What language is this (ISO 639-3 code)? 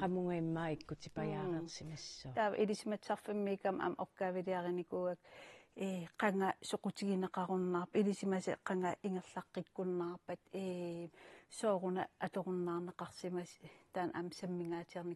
kal